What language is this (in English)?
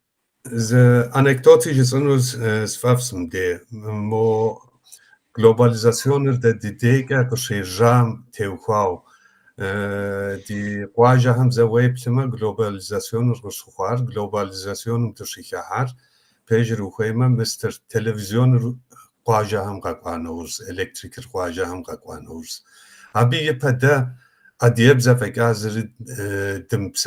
Kabardian